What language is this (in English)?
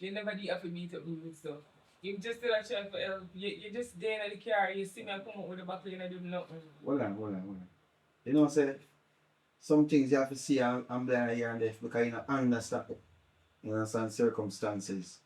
Jamaican Creole English